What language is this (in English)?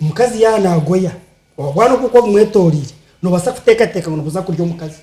Nyankole